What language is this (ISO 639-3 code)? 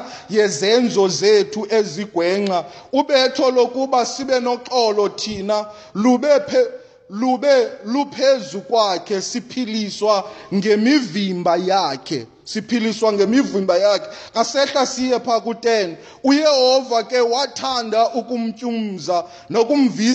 xho